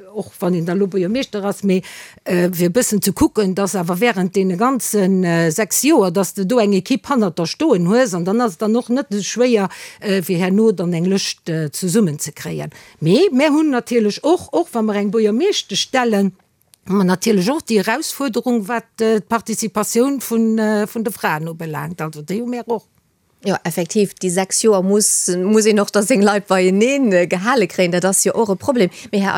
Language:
Luxembourgish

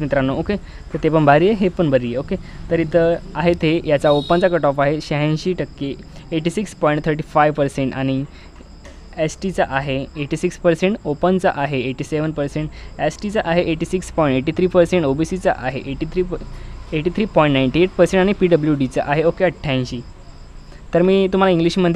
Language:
Marathi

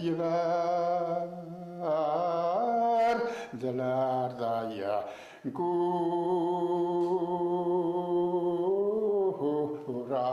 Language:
Bashkir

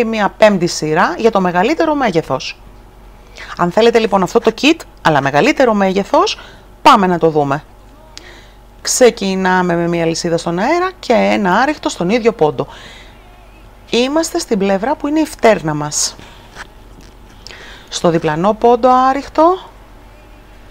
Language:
Greek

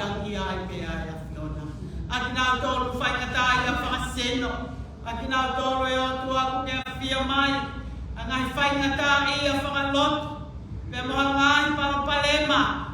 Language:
Tongan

